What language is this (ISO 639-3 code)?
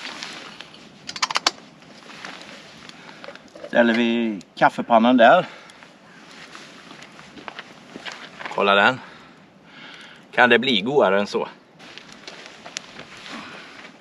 swe